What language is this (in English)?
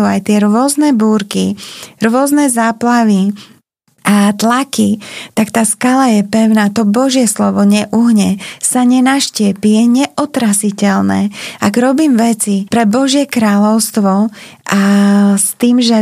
Slovak